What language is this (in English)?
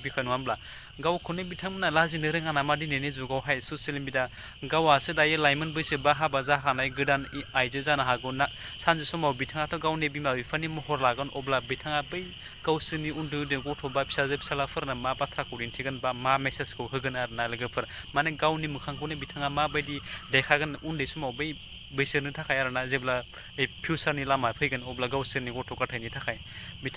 Bodo